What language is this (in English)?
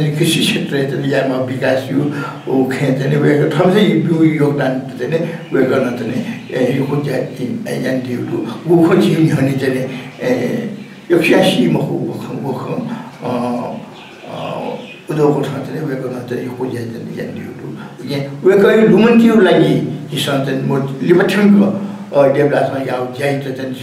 Newari